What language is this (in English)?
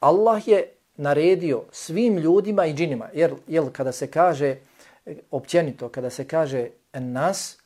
Bosnian